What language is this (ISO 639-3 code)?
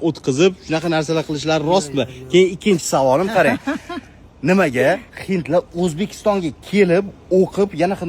uzb